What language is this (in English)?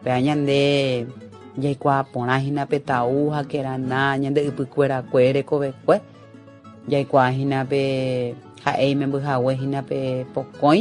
Guarani